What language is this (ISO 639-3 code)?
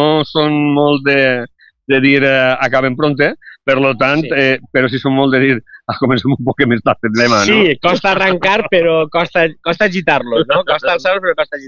cat